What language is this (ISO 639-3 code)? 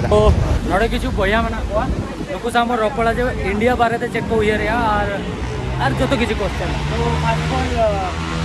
sat